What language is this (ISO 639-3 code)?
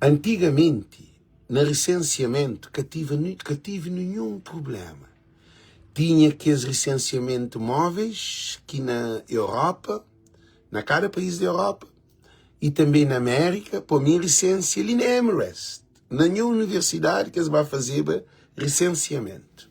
kea